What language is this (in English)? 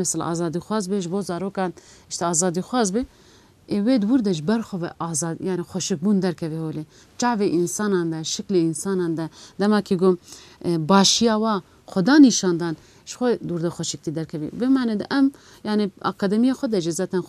Kurdish